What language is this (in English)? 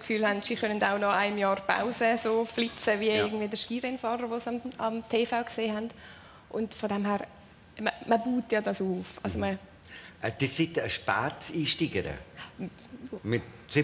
Swiss German